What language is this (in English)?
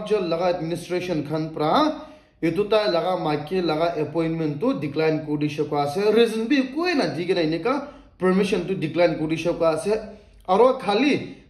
Naga Pidgin